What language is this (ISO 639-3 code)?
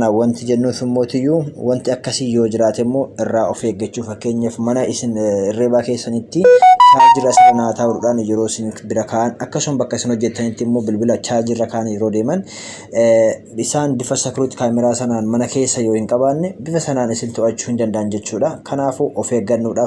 orm